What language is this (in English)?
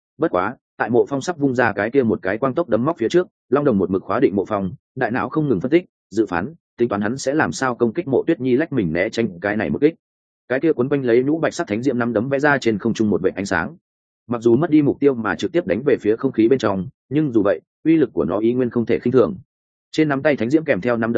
Vietnamese